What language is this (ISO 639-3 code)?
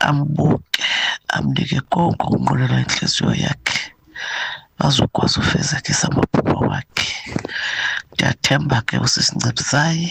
xho